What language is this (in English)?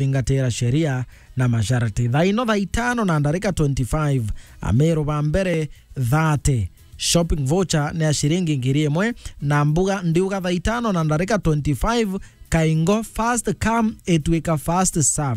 Meru